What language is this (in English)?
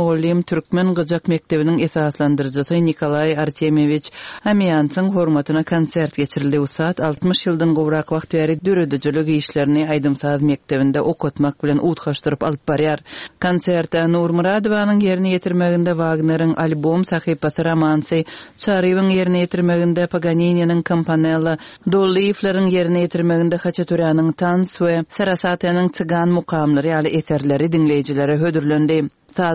Turkmen